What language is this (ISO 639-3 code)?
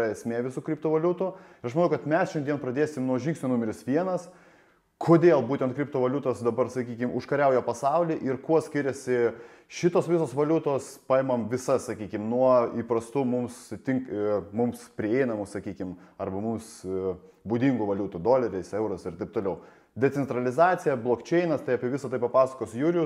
lit